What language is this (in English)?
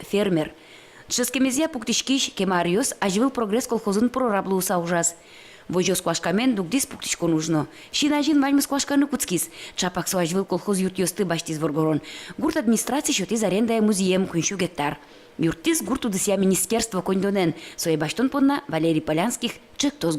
Udmurt